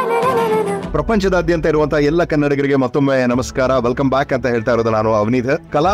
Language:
Kannada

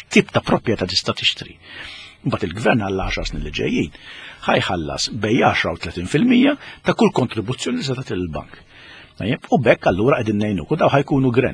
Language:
Maltese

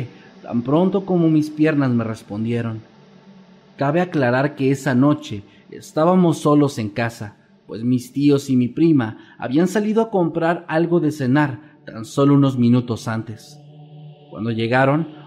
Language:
Spanish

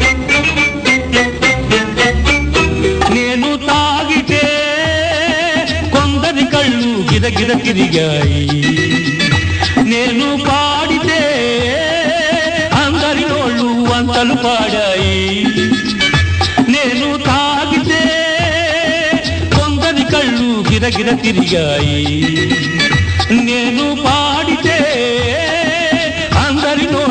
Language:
Telugu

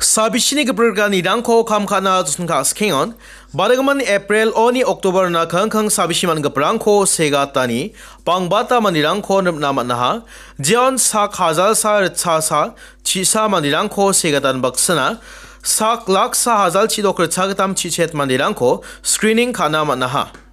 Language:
Garo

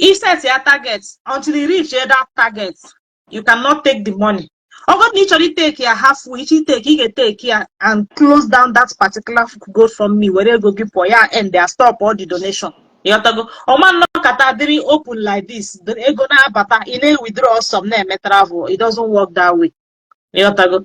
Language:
Igbo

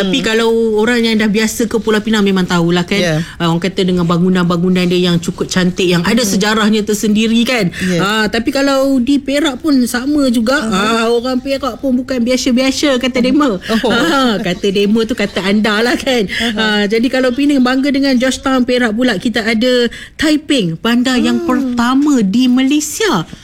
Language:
Malay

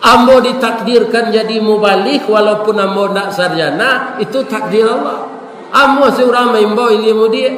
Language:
Minangkabau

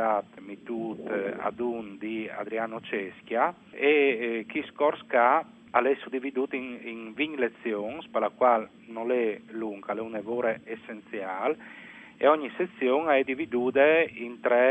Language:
Friulian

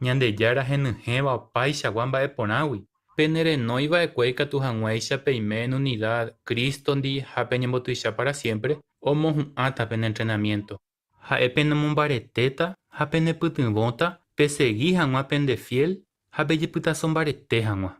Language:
Guarani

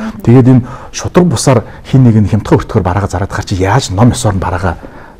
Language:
Mongolian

